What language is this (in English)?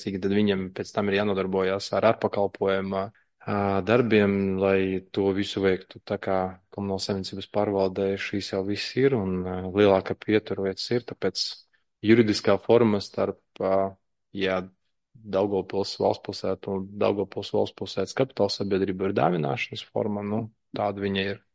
Latvian